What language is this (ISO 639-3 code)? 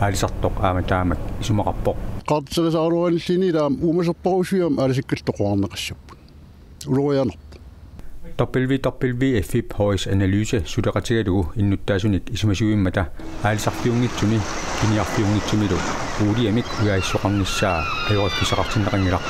kal